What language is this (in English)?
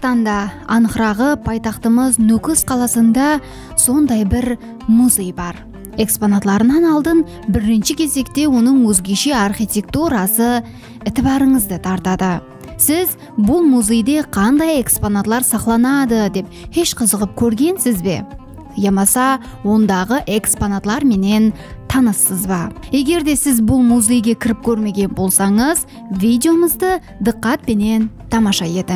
Kara-Kalpak